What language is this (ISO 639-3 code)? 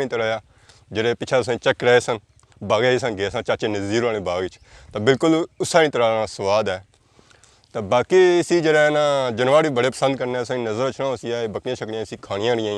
phr